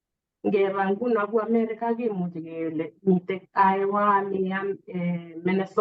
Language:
Kalenjin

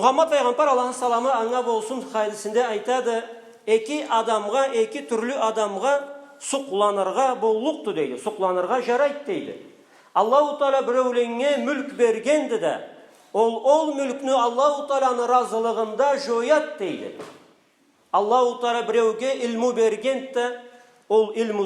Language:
Karachay-Balkar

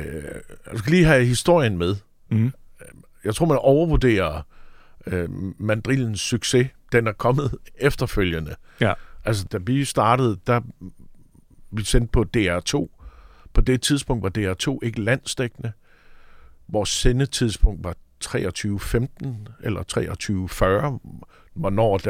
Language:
Danish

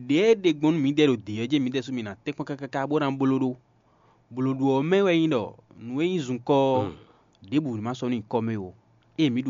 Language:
Fon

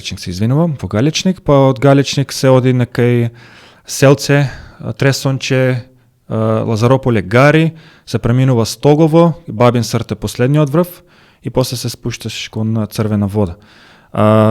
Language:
Macedonian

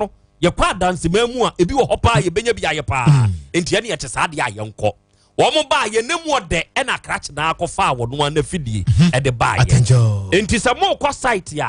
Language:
Akan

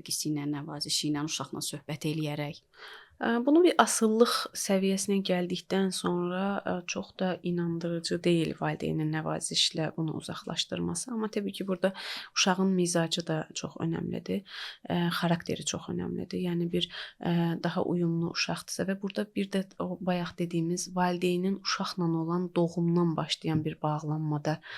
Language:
Azerbaijani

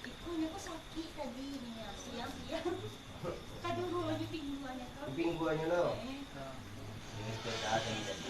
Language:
Minangkabau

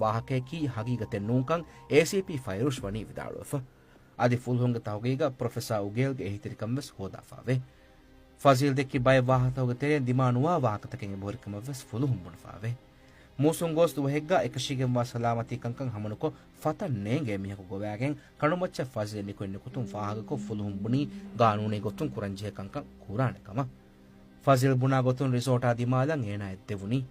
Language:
Divehi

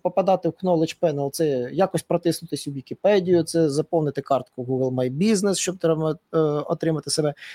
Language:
Ukrainian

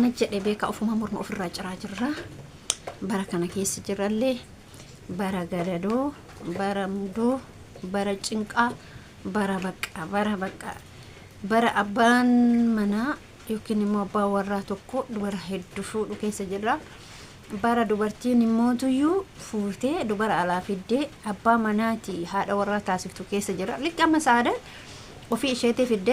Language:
Oromo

